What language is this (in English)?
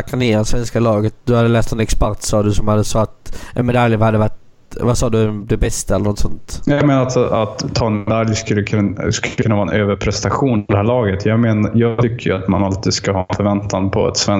Swedish